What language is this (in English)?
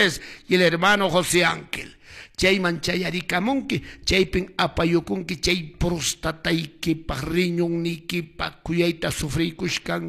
Quechua